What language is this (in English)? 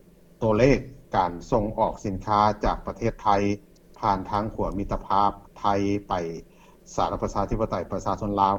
Lao